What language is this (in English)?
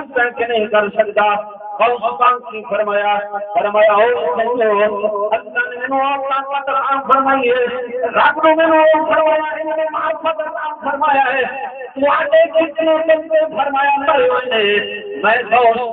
Saraiki